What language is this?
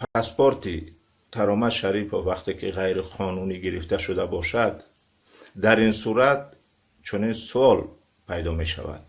Tajik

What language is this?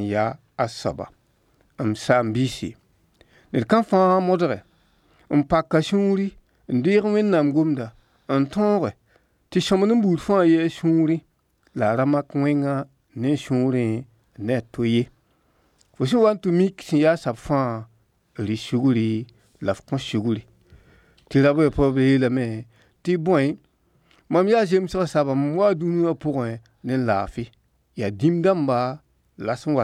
Mossi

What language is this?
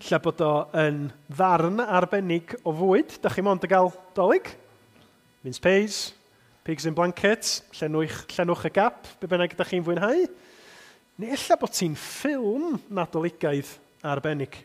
Welsh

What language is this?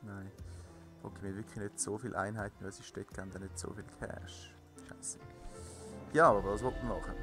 Swiss German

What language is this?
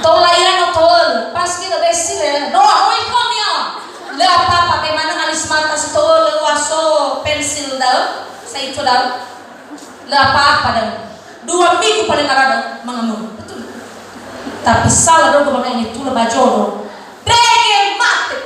Nias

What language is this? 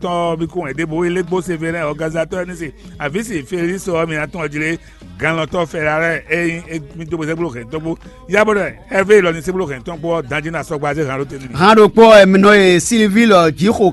Fon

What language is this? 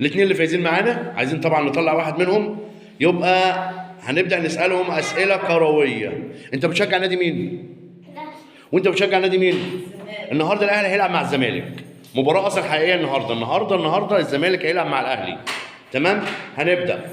Egyptian Arabic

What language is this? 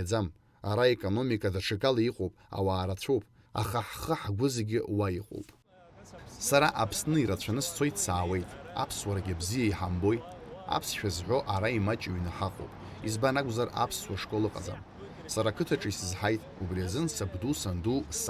Abkhazian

